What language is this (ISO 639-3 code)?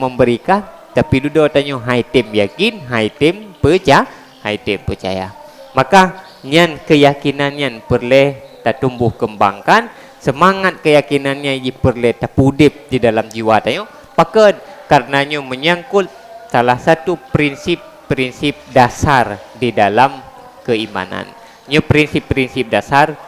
ace